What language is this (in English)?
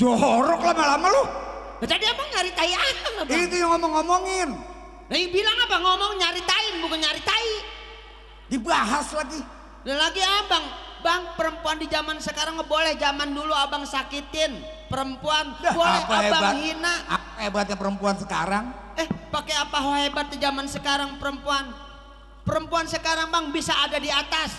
Betawi